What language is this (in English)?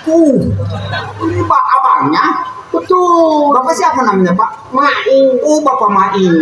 Betawi